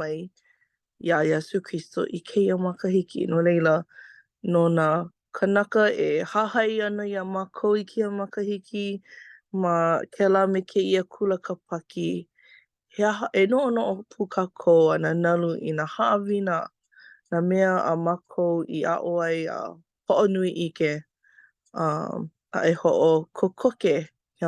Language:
Hawaiian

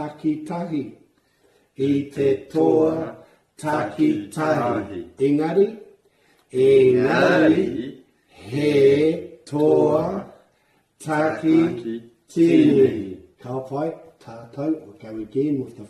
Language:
Māori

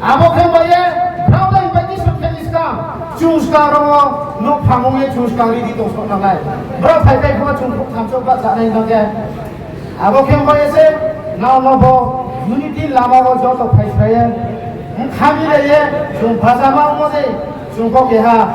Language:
Riang (India)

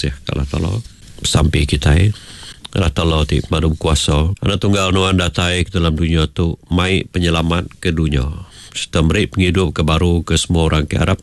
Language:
Iban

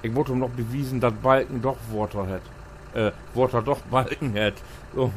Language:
Low German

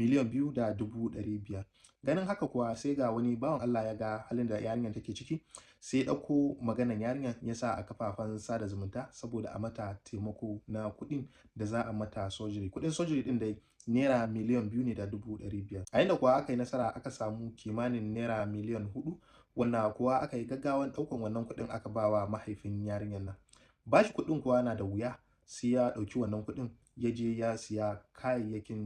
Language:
Hausa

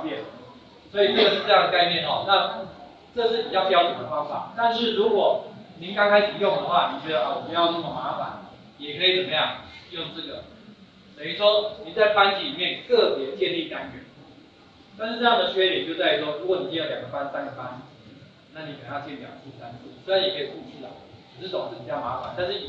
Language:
Chinese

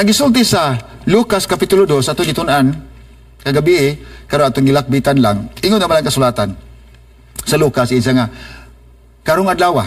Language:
Cebuano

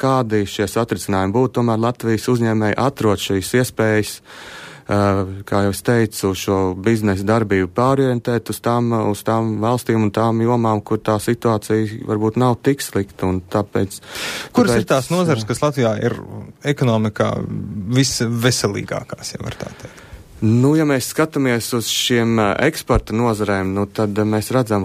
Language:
Latvian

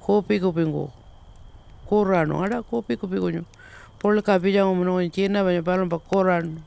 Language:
Pitjantjatjara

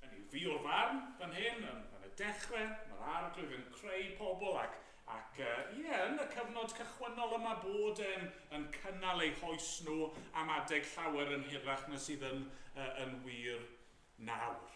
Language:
Welsh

